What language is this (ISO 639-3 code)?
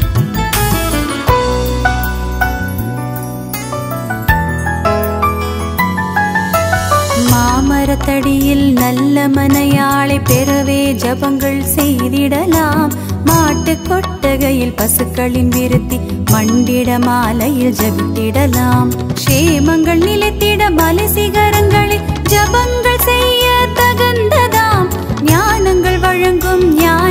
tam